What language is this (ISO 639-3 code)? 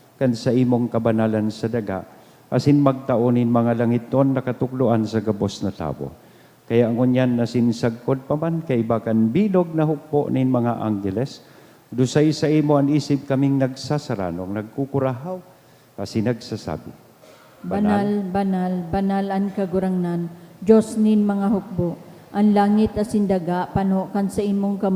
bik